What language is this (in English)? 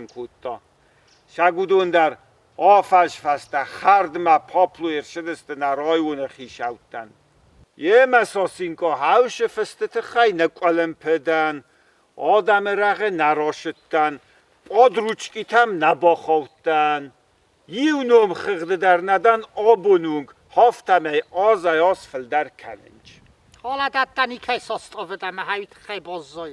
Ossetic